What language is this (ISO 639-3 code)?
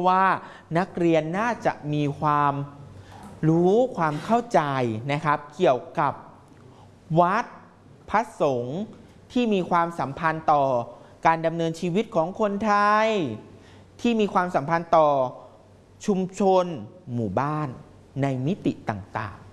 tha